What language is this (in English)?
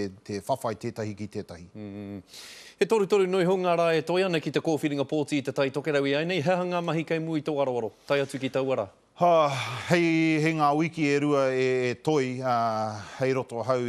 Māori